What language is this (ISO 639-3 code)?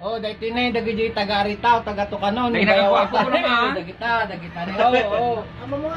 ilo